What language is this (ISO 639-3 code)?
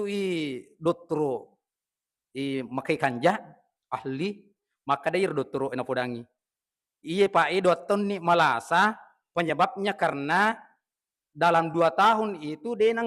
bug